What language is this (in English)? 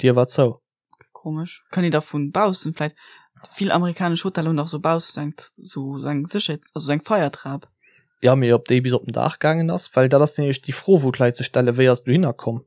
Luxembourgish